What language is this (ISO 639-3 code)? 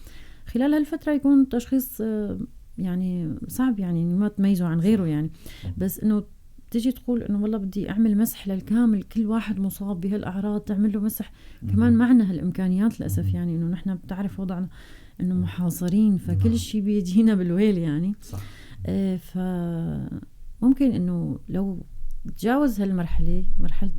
apc